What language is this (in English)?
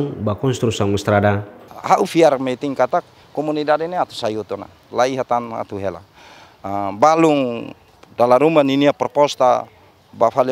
Tetum